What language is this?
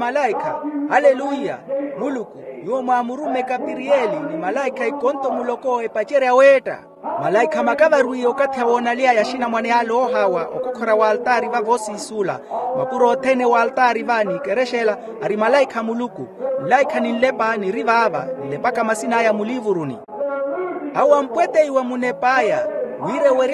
Makhuwa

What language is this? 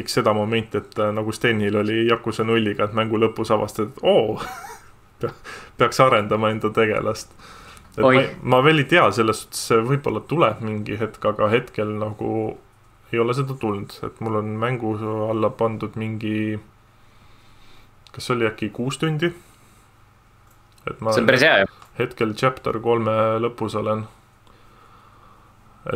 Estonian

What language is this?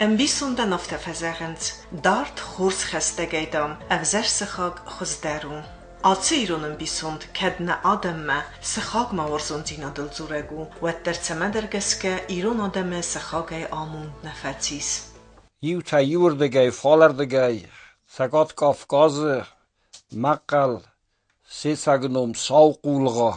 Ossetic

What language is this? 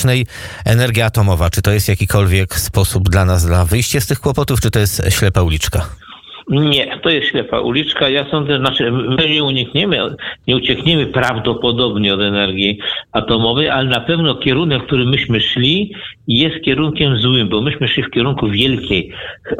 Polish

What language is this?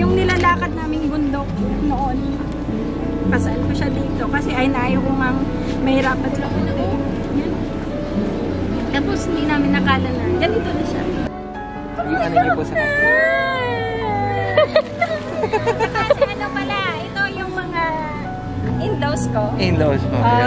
Filipino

